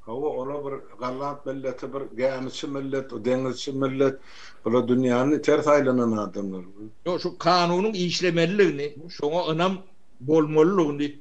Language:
Turkmen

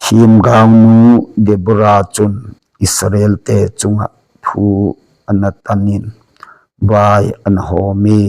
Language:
Thado Chin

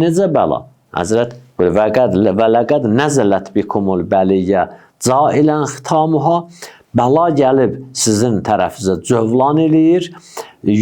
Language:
Azerbaijani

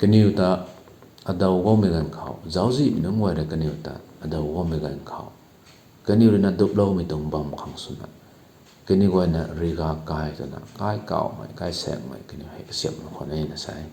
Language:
Rongmei Naga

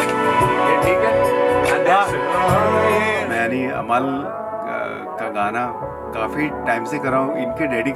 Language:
Hindi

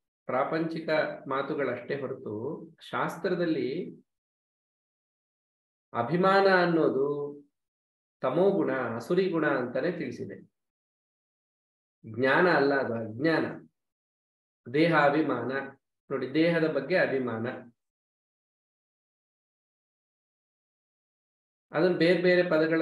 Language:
Kannada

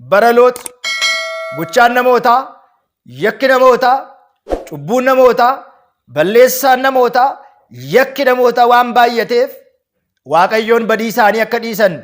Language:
Oromo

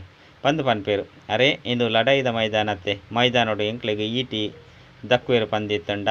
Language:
Tulu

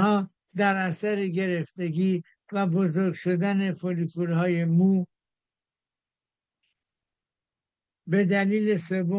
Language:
Persian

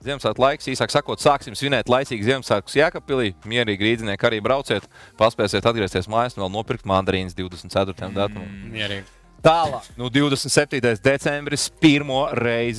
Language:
Latvian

